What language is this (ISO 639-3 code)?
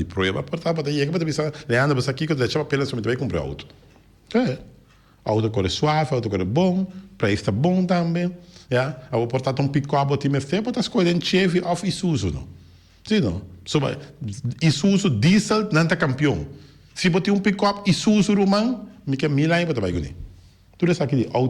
pap